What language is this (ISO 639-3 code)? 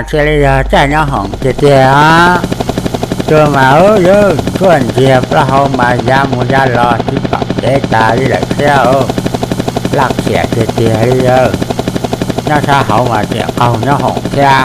hmn